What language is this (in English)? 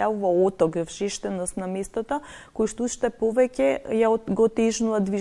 Macedonian